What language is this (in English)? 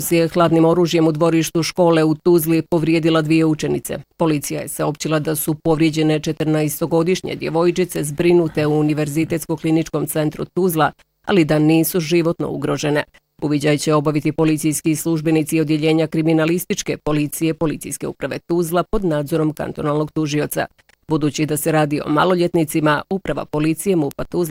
Bosnian